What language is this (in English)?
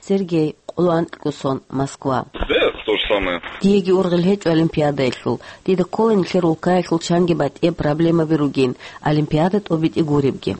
Avaric